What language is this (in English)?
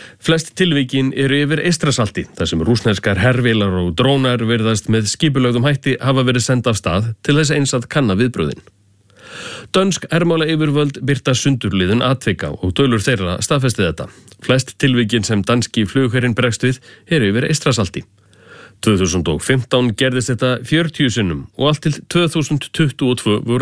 Icelandic